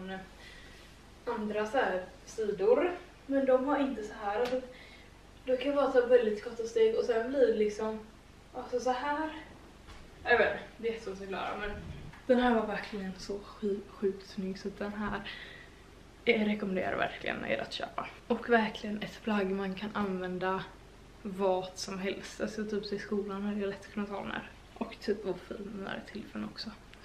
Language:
Swedish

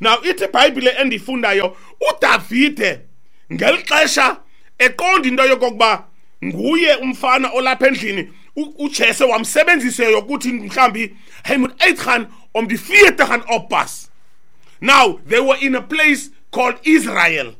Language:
Xhosa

